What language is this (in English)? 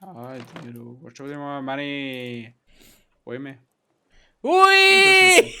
Bavarian